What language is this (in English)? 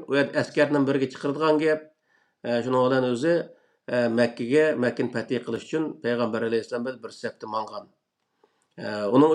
Uyghur